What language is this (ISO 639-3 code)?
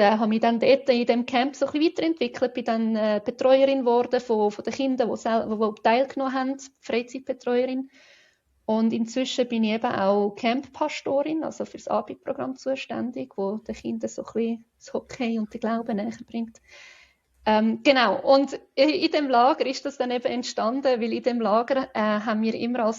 gsw